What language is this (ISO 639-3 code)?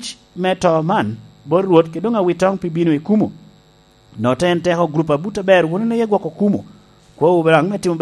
laj